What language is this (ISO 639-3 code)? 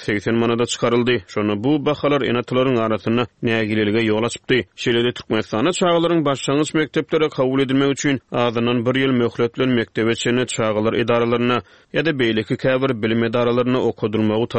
tuk